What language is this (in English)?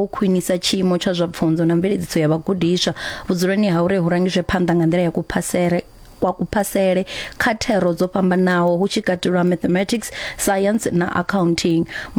Venda